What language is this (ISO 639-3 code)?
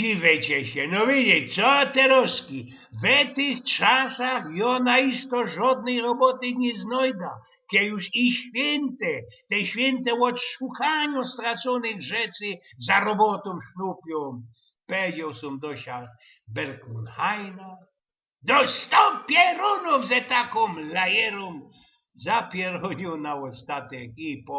szl